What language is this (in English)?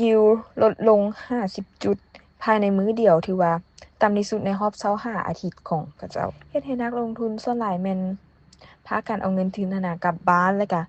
Lao